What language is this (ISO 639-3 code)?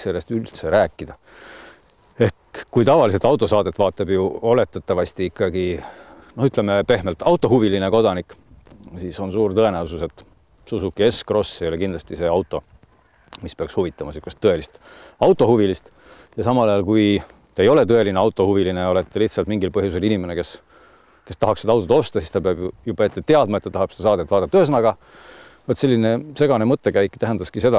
est